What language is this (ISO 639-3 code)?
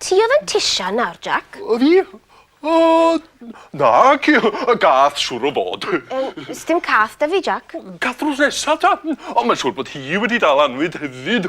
cym